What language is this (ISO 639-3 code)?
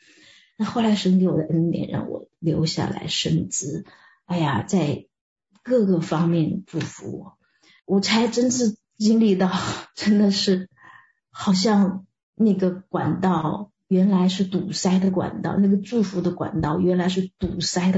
zho